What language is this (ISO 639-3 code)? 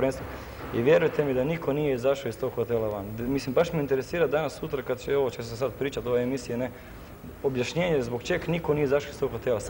hrv